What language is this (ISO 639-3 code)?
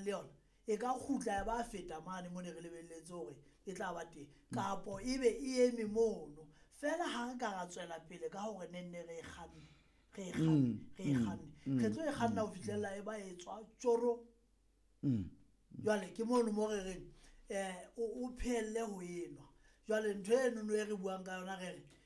sot